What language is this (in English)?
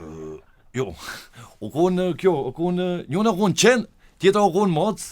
Albanian